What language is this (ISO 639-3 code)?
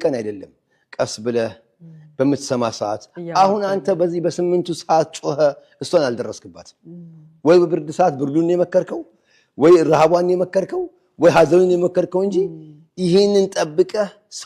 amh